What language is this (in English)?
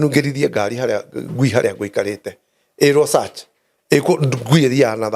Kikuyu